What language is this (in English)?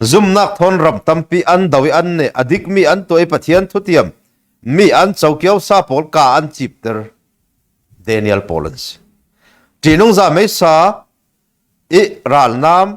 Falam Chin